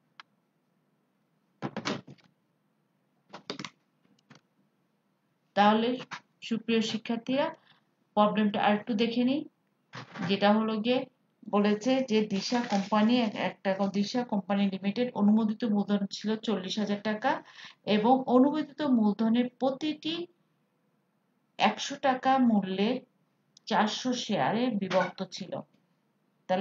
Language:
Bangla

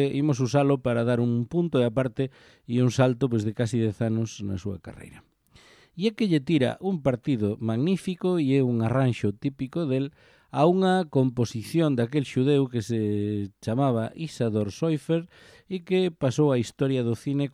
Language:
Galician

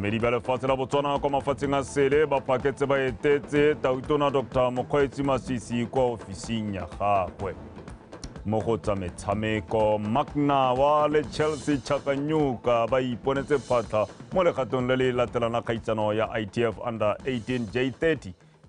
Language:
Tswana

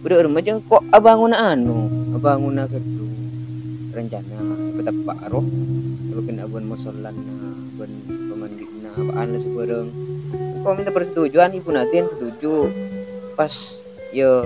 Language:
Madurese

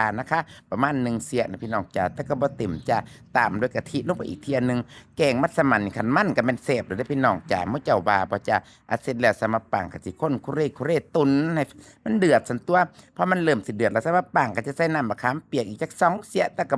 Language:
Northeastern Thai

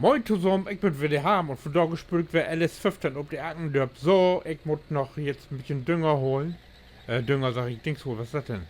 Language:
Low German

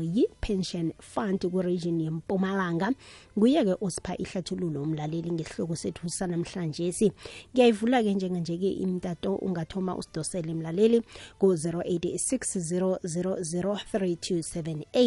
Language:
South Ndebele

